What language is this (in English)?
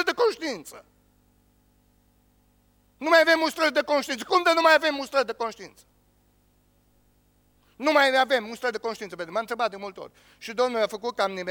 Romanian